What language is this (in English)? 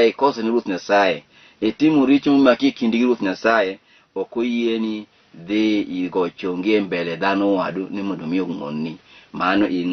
Luo (Kenya and Tanzania)